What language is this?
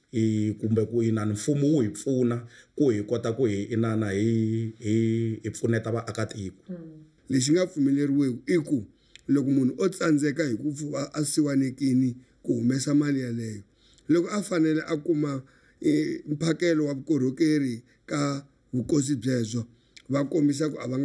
Tsonga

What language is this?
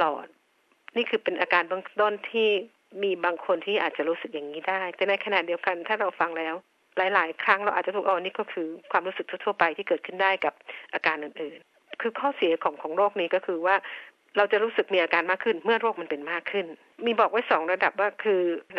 Thai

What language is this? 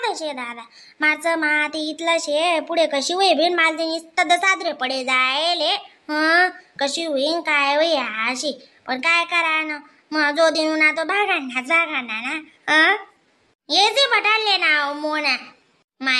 Khandesi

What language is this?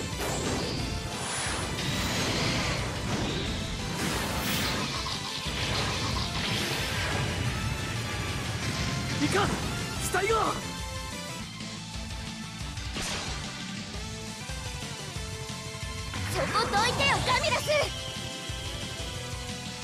Japanese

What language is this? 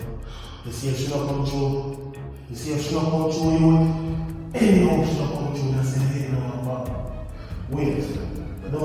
Jamaican Creole English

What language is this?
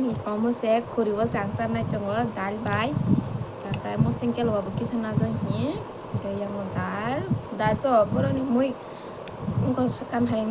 Kok Borok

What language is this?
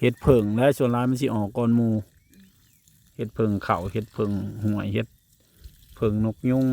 Northeastern Thai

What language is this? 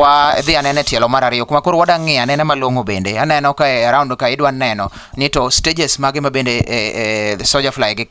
Luo (Kenya and Tanzania)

